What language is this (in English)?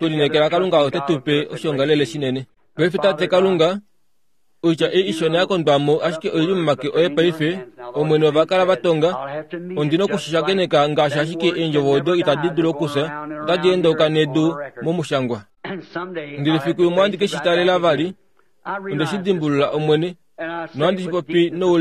Kuanyama